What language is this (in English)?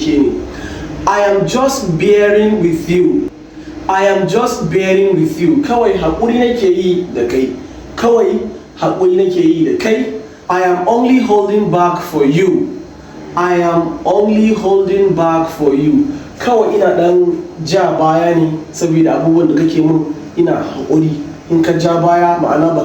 Hausa